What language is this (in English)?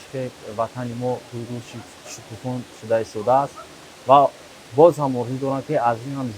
Tajik